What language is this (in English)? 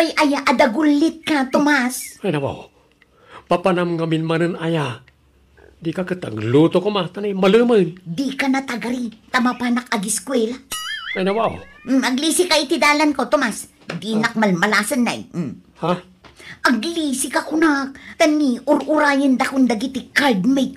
Iloko